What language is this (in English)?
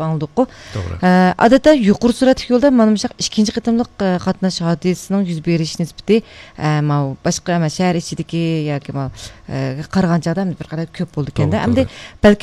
Uyghur